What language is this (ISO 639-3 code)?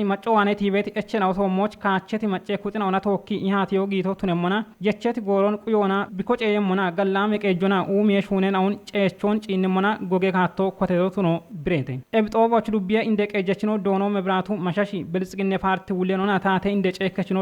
kbr